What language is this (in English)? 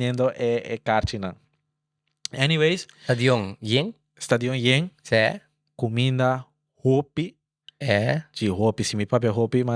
Papiamento